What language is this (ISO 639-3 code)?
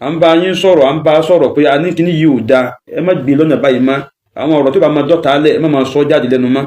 yor